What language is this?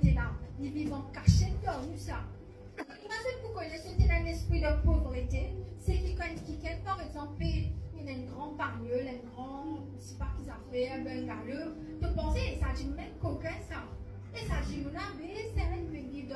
Morisyen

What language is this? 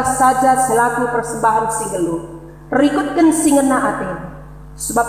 Batak Karo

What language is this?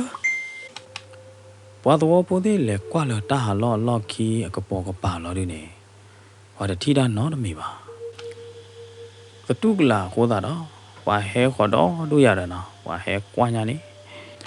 S'gaw Karen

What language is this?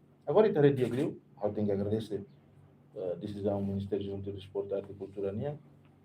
Tetum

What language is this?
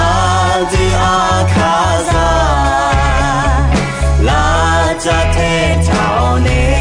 Akha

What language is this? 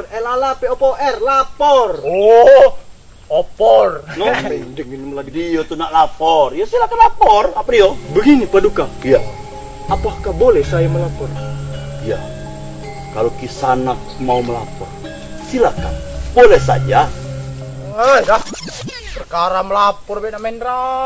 Musi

